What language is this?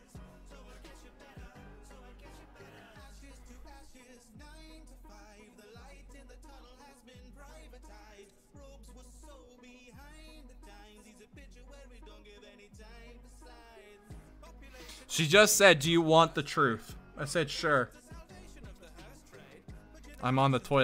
English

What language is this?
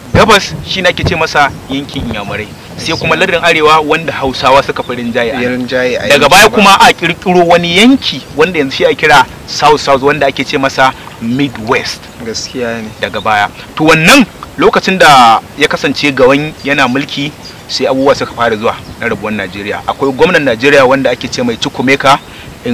Hausa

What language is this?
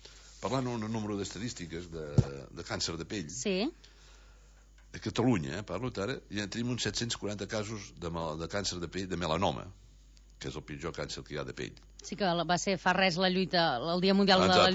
Catalan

